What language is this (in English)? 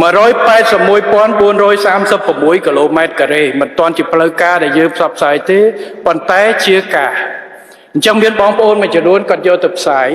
Khmer